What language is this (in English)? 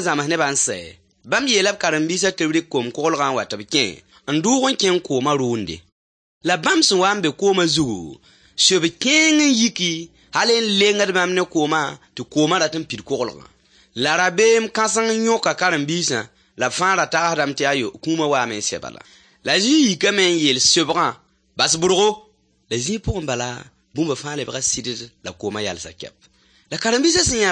Mossi